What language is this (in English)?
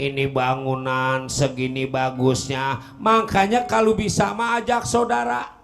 Betawi